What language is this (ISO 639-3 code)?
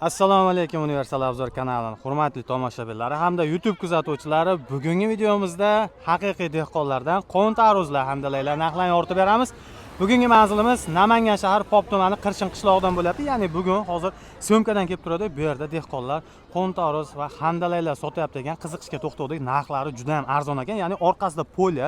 uzb